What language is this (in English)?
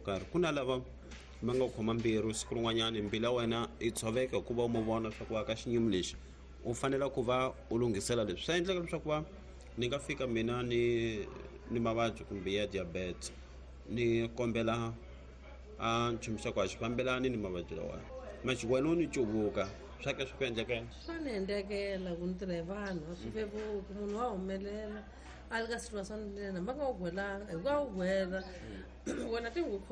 Tsonga